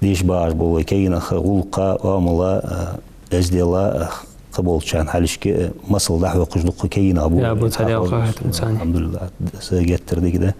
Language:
Ingush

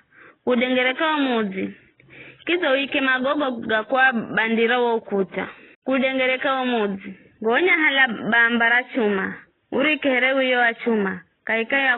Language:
Giryama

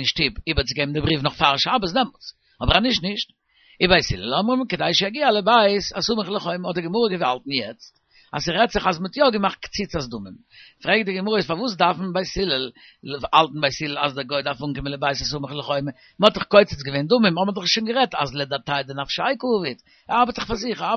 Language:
Yiddish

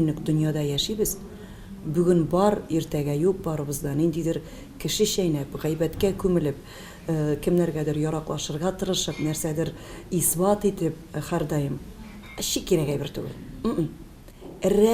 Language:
Tatar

